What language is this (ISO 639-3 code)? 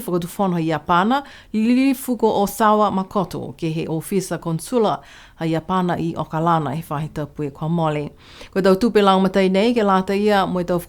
niu